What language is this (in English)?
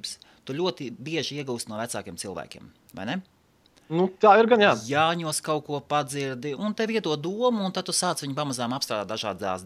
Latvian